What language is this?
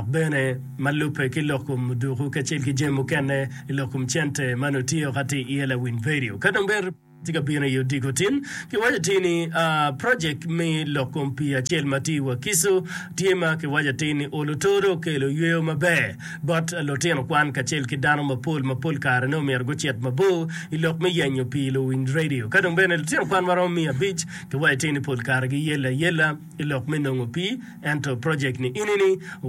Acoli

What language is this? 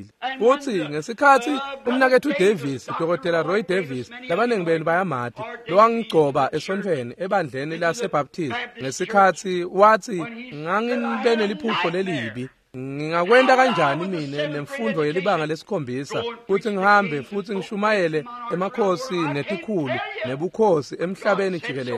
Swati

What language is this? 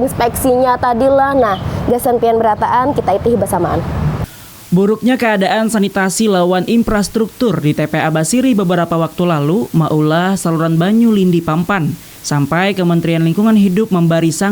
Banjar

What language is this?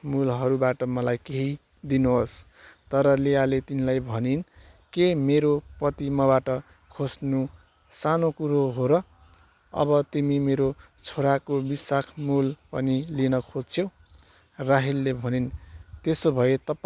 Nepali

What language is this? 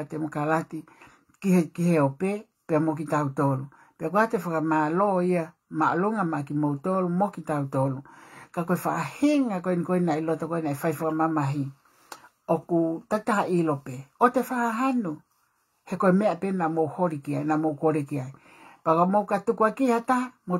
Tongan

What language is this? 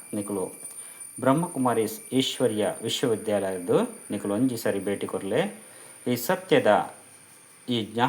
Tulu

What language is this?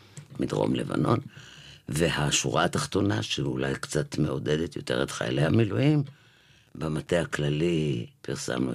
Hebrew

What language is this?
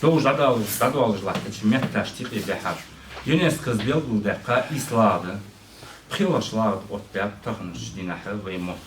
Ingush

